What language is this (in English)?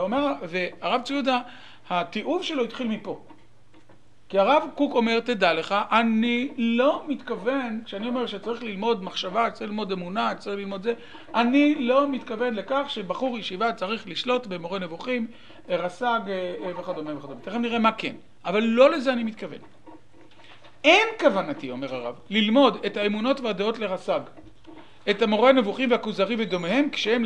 Hebrew